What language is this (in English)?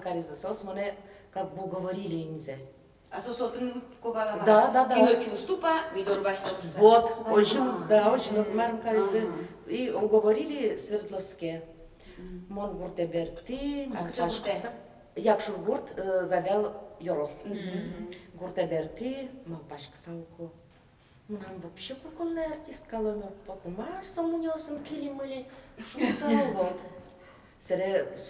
Udmurt